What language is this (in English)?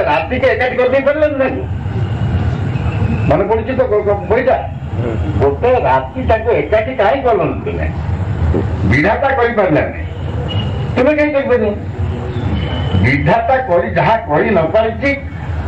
Odia